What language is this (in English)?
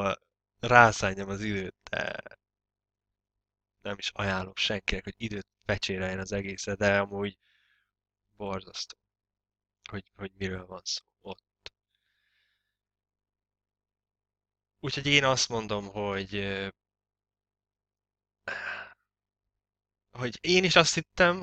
Hungarian